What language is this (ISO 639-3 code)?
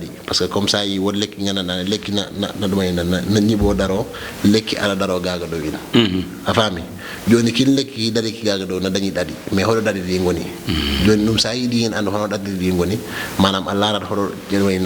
ful